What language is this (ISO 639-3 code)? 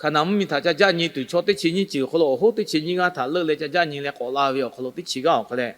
lhu